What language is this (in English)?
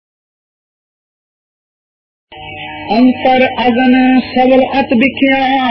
Punjabi